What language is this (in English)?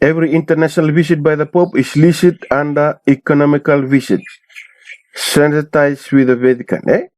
Fijian